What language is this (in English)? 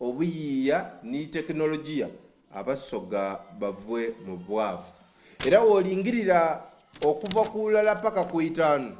Soga